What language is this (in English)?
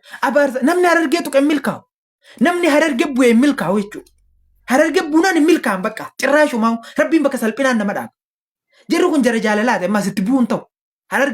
Oromo